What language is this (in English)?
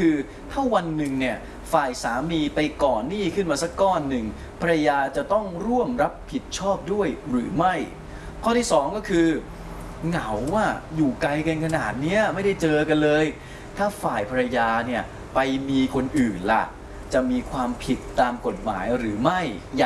Thai